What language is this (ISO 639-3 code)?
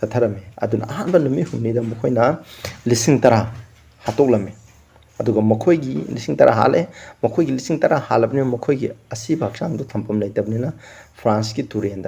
mni